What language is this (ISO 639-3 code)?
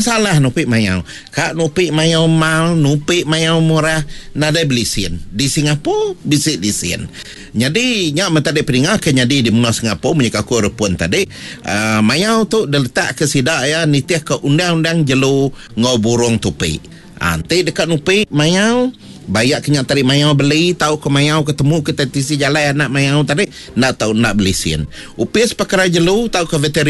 iba